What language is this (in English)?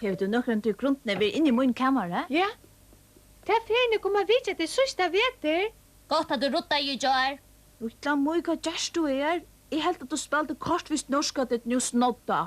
Faroese